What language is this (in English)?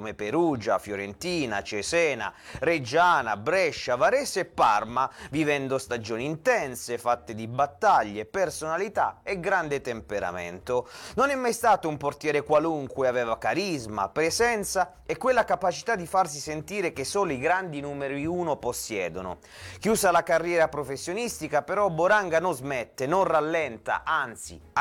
Italian